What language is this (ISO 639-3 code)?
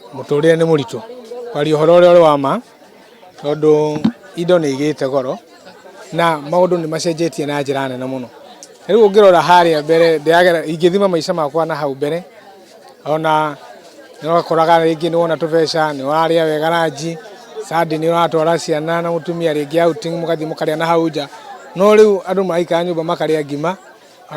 kik